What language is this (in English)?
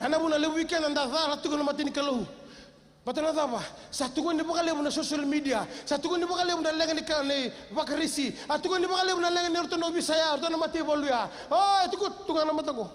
Fijian